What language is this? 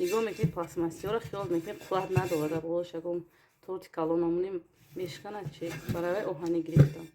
Tajik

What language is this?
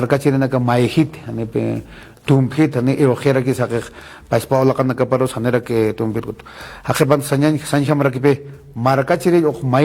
Aymara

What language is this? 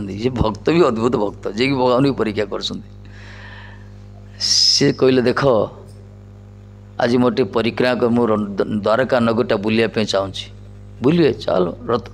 Odia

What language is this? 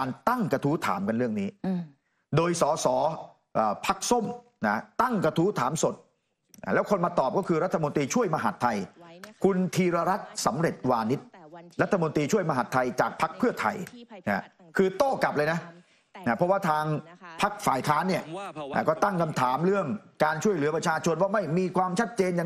Thai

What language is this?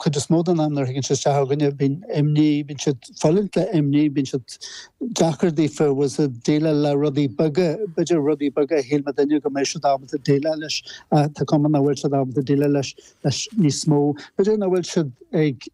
Irish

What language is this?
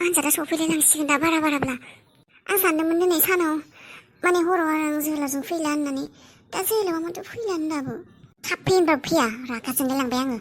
Bodo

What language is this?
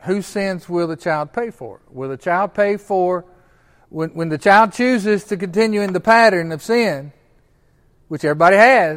English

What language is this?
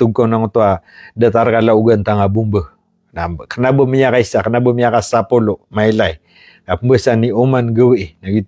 Maranao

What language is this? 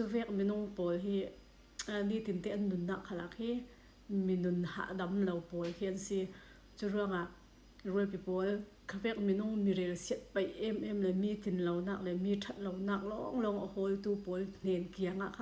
Falam Chin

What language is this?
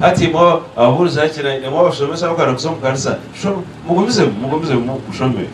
Nyankole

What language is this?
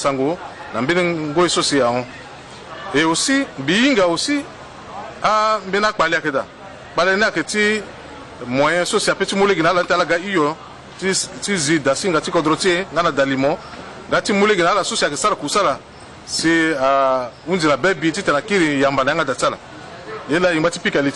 Sango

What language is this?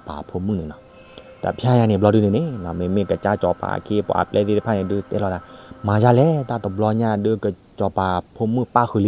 S'gaw Karen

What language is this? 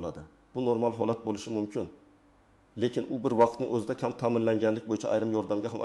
Uzbek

